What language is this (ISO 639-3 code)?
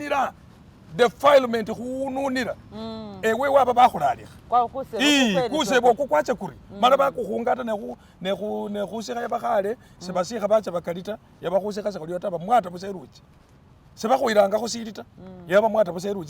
myx